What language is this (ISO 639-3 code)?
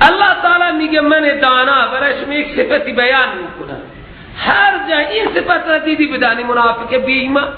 fas